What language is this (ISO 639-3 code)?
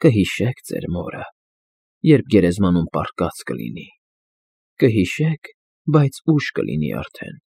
hye